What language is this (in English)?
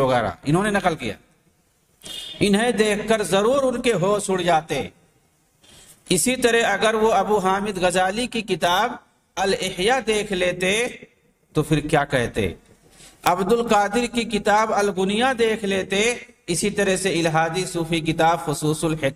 Urdu